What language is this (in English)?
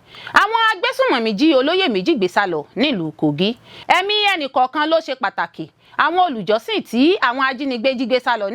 Yoruba